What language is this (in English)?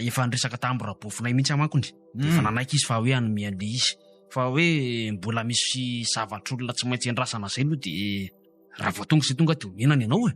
Malagasy